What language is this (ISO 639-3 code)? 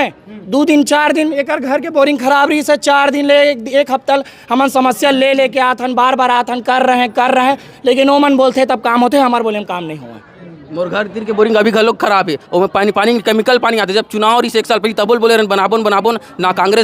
hne